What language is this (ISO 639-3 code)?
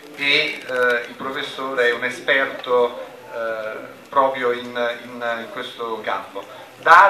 ita